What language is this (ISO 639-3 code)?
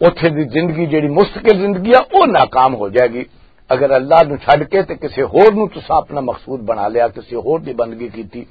lah